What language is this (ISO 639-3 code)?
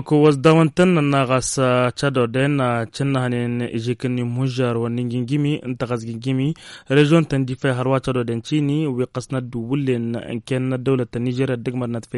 taq